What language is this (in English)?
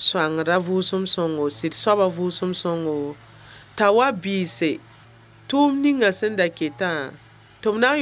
Mossi